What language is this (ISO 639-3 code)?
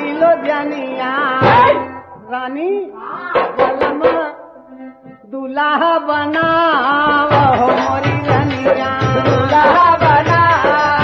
bho